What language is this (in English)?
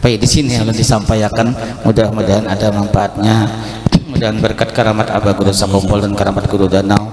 Banjar